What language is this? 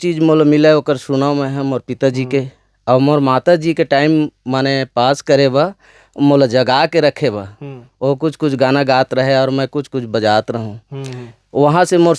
Chhattisgarhi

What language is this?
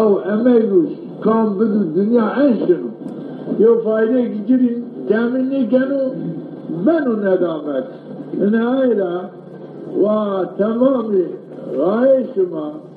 Zaza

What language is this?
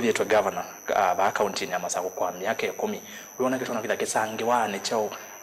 Kamba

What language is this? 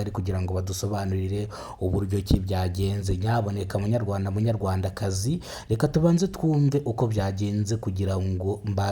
Kinyarwanda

